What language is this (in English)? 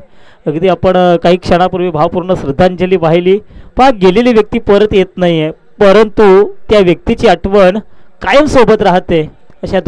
Marathi